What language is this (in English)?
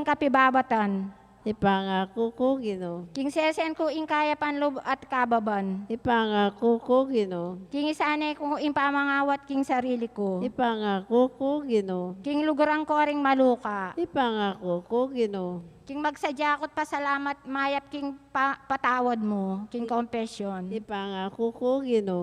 Pampanga